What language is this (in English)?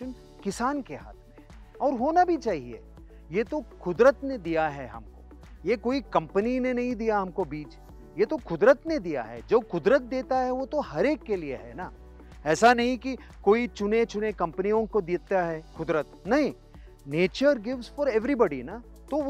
Hindi